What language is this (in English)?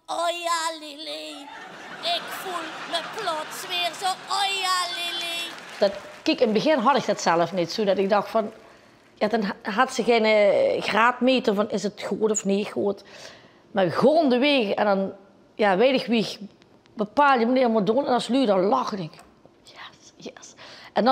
Limburgish